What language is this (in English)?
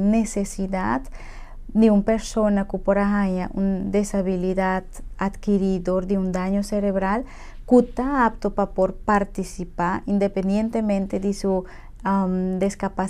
Papiamento